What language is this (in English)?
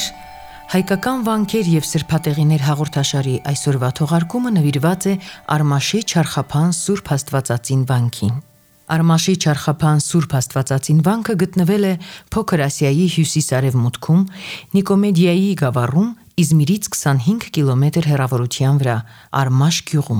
Armenian